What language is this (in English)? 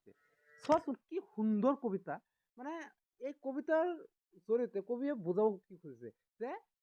Assamese